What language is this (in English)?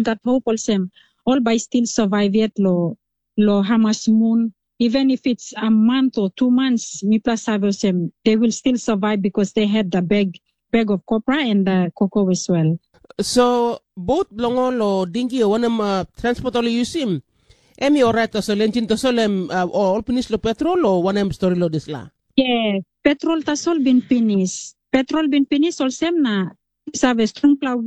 Tok Pisin